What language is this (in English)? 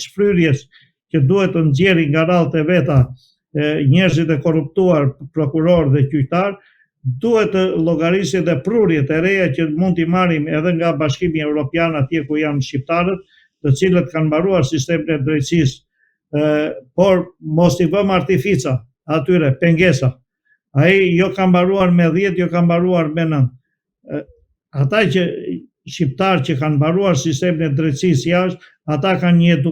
Albanian